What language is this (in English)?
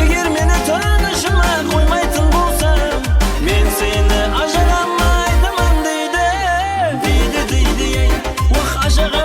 Kara-Kalpak